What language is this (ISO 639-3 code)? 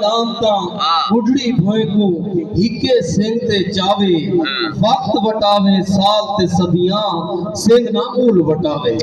skr